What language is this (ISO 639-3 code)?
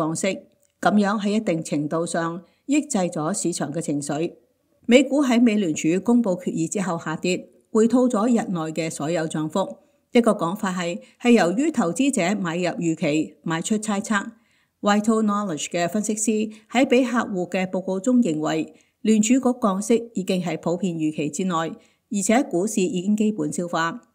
yue